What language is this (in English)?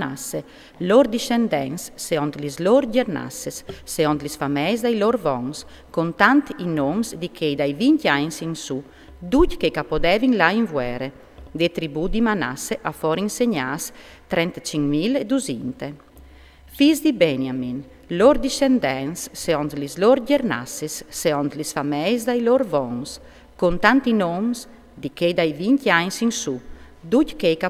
Friulian